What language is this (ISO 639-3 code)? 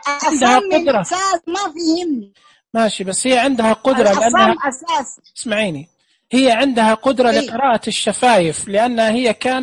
ars